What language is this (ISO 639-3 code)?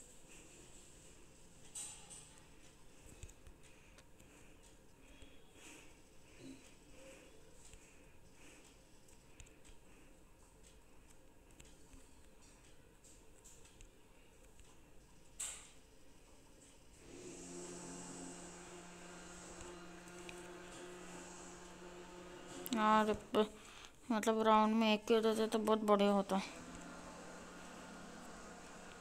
hin